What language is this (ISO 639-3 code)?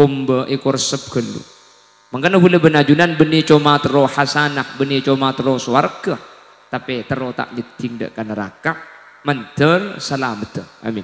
mad